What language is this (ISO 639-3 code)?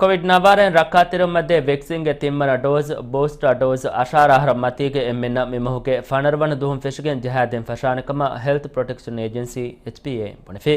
div